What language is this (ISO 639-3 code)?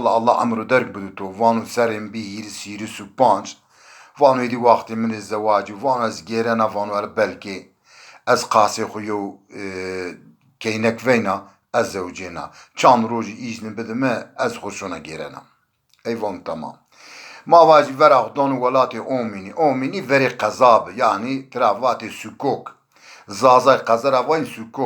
zza